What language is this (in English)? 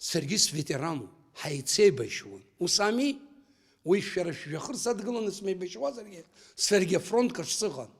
Abkhazian